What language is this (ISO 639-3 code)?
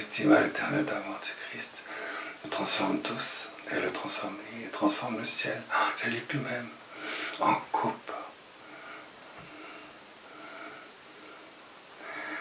fra